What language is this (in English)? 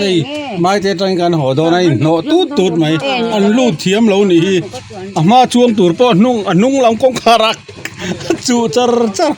Mizo